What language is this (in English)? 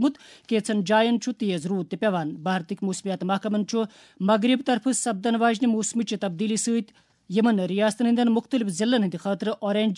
Kashmiri